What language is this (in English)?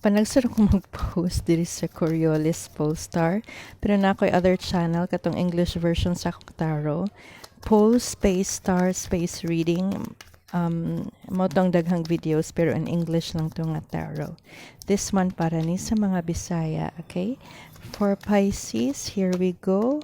Cebuano